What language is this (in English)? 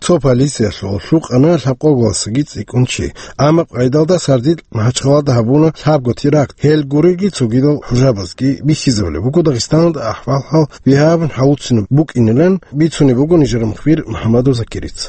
Avaric